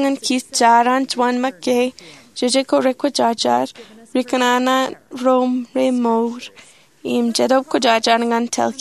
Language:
Marshallese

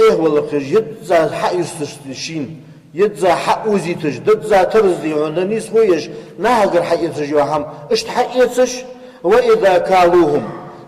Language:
Ingush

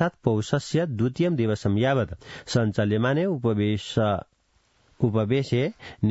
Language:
Sanskrit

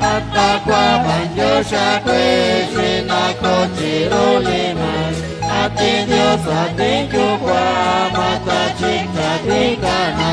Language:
Kekchí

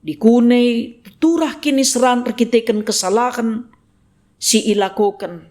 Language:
Batak Karo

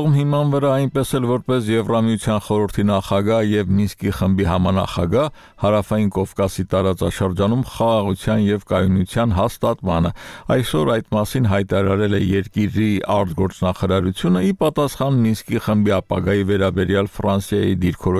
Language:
Armenian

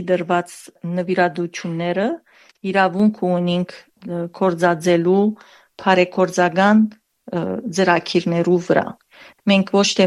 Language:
Armenian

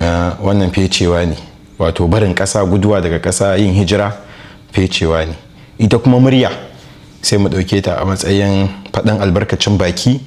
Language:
Hausa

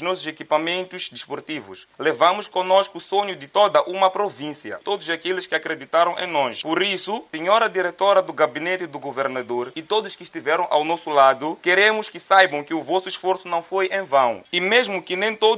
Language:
Portuguese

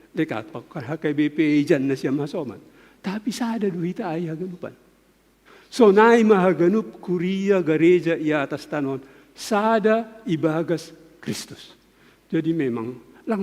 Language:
Batak Simalungun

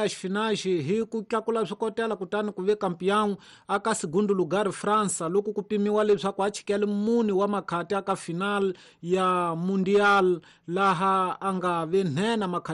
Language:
Tsonga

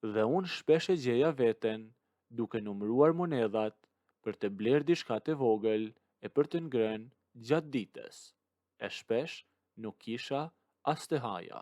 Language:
Albanian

